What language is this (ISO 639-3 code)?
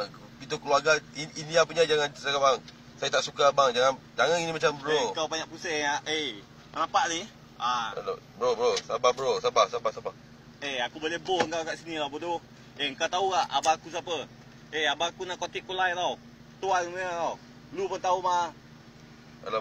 msa